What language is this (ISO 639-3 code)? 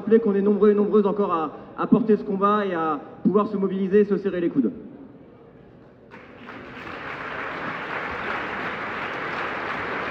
fra